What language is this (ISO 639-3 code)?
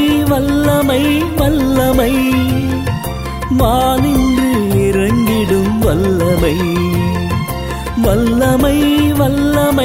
tam